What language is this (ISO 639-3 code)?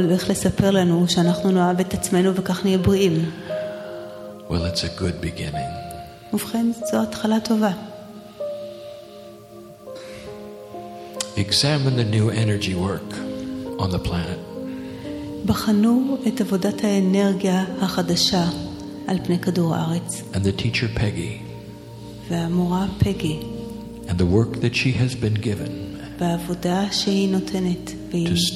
heb